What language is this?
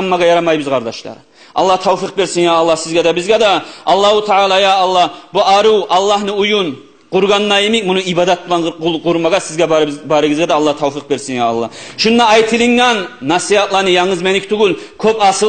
Kumyk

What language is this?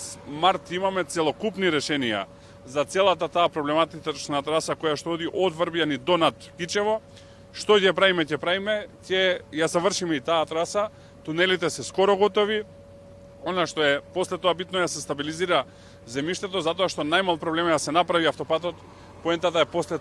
Macedonian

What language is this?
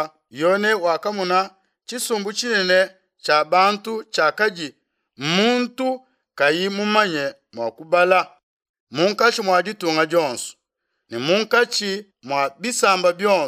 Luba-Lulua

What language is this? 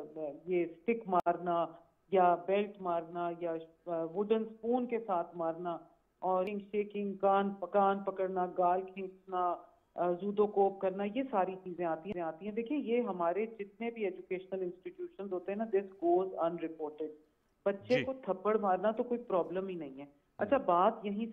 Urdu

